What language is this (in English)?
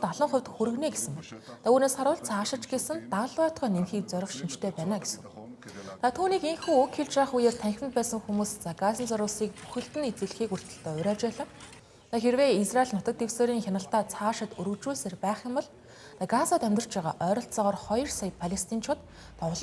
Mongolian